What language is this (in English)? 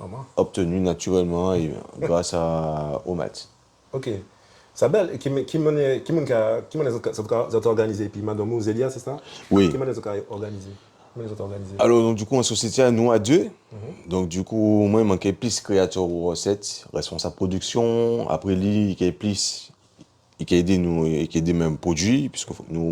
Guadeloupean Creole French